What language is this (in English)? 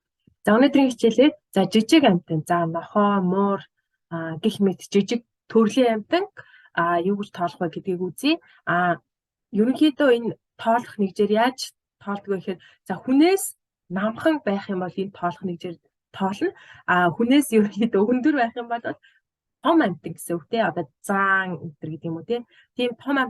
Mongolian